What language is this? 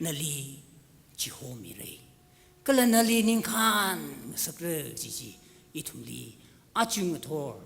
Tangkhul Naga (India)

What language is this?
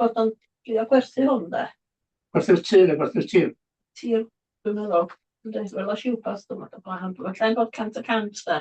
Welsh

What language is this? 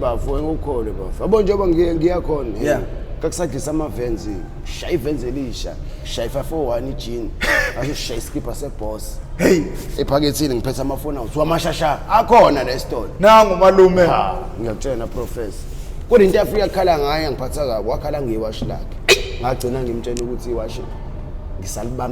Zulu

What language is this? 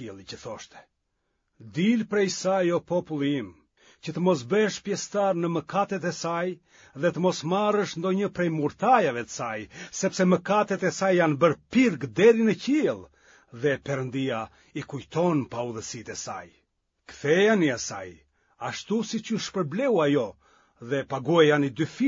Albanian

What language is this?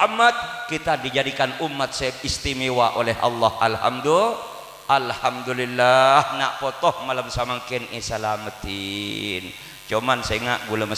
Madurese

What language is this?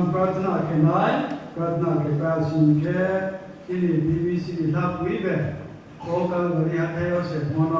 Riang (India)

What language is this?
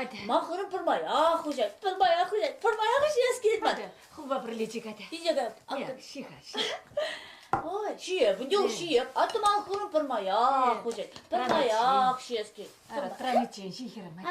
Chuvash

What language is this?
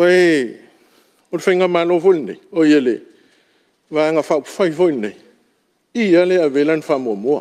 Samoan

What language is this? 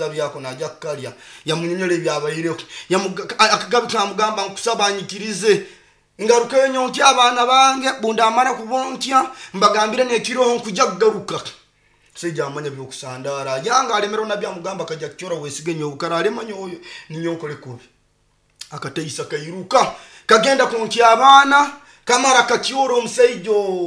Nyoro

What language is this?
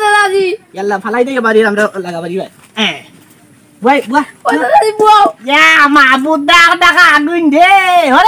Sylheti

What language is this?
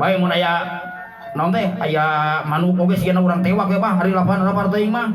Sundanese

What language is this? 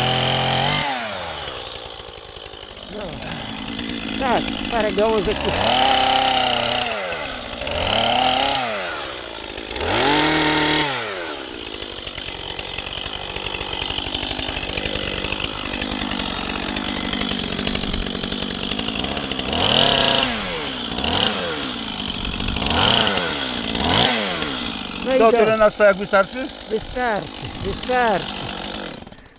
Polish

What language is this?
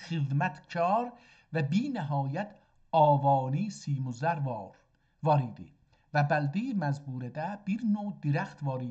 South Azerbaijani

